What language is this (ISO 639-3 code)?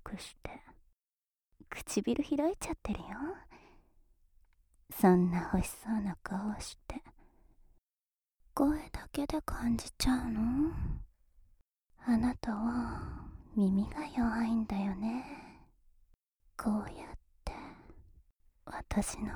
jpn